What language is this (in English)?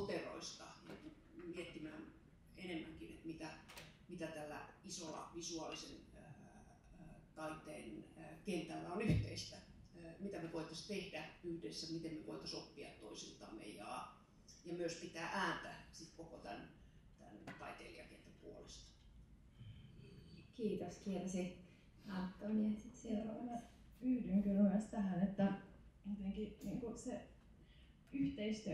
Finnish